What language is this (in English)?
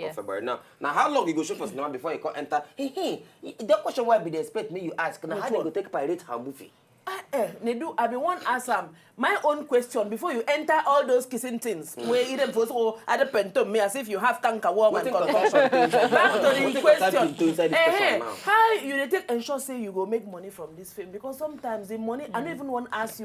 Nigerian Pidgin